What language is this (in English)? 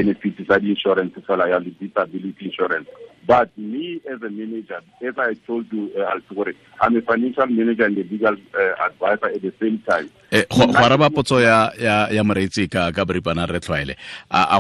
Tswana